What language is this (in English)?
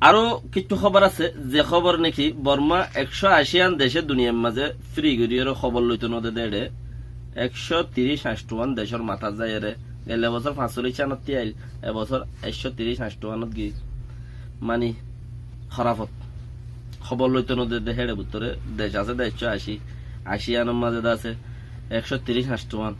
Rohingya